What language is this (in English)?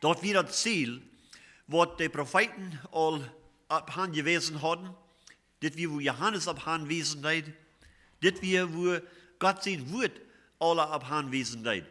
Plautdietsch